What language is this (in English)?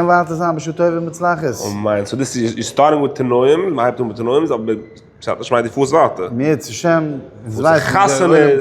Yiddish